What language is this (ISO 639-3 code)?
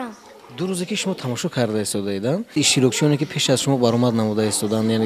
tgk